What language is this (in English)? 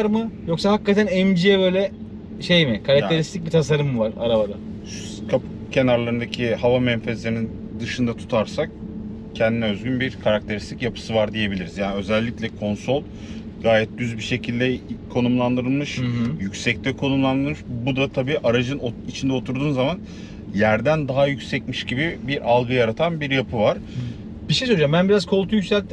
Turkish